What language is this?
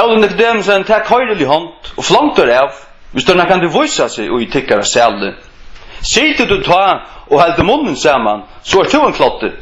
Faroese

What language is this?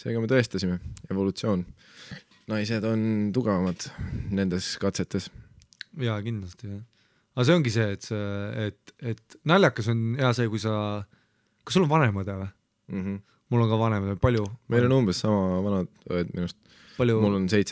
Estonian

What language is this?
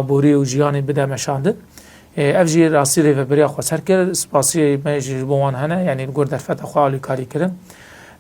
Kurdish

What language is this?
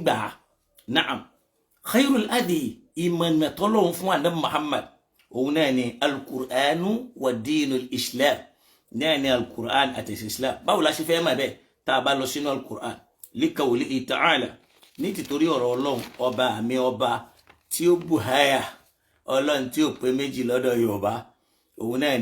Yoruba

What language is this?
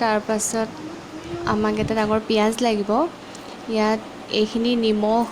Assamese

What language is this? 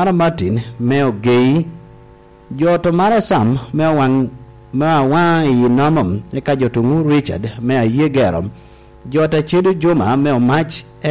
Lango (Uganda)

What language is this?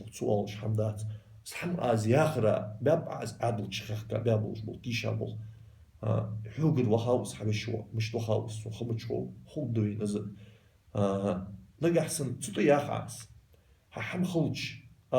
Ingush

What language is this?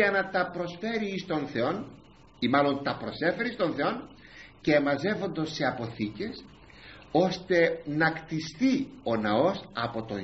Greek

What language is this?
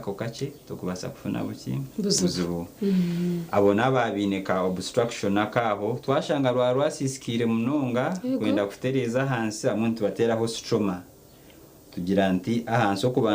Nyankole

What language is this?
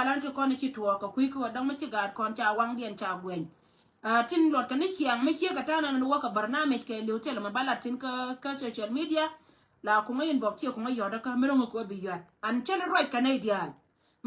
Nuer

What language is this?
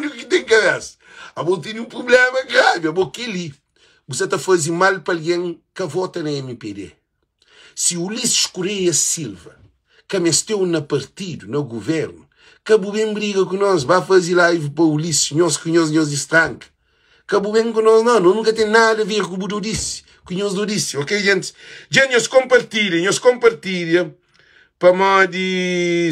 Kabuverdianu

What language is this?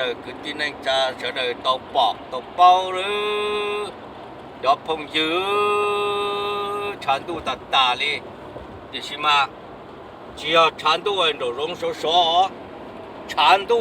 Hmong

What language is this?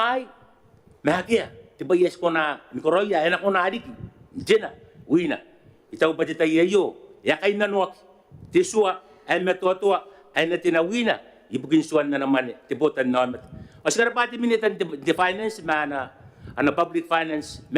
Gilbertese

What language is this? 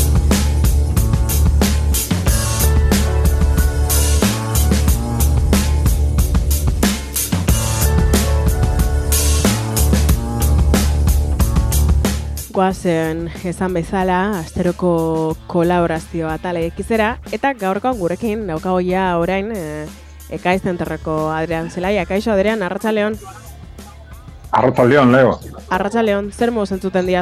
Basque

